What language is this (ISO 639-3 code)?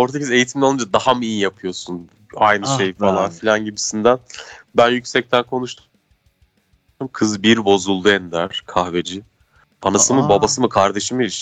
tur